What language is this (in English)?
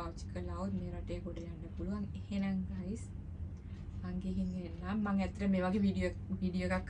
Sinhala